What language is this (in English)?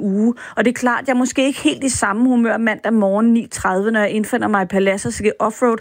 Danish